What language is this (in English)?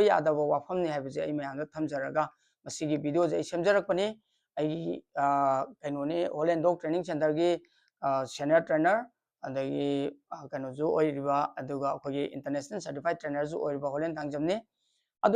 Manipuri